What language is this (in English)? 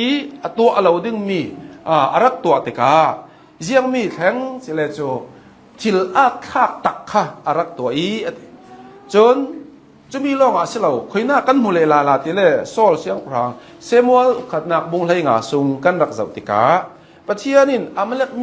Hakha Chin